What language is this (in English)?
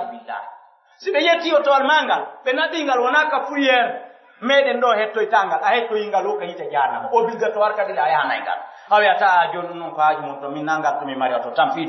Pular